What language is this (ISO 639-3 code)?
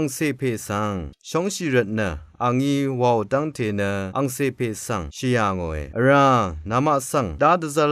raw